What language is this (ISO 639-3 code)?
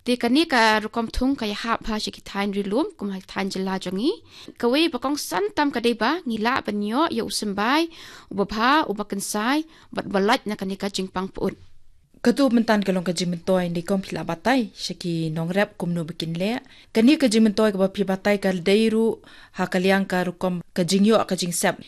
kha